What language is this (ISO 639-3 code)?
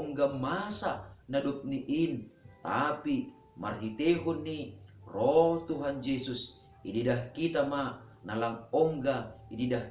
bts